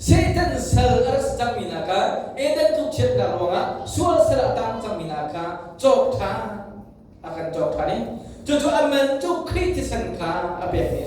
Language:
Hakha Chin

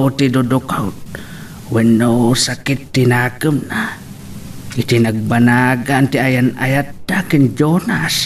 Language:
Iloko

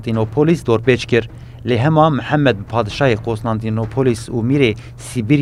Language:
Kurdish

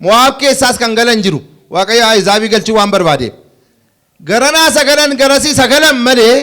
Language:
Oromo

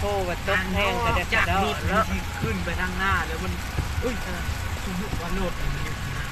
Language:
Lao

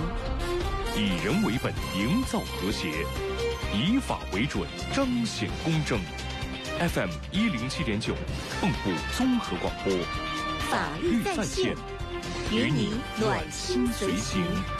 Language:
Chinese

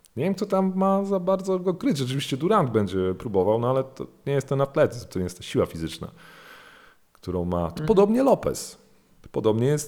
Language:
Polish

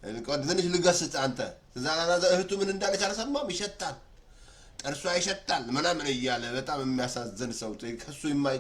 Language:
Amharic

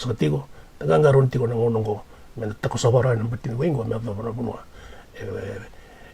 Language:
Fijian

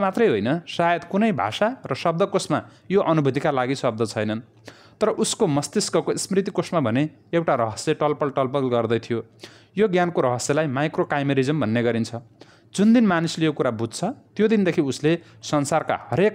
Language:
Nepali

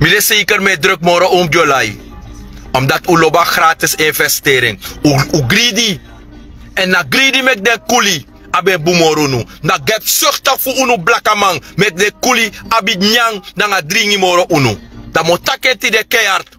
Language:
Sranan Tongo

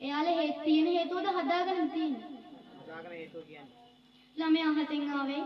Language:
Sinhala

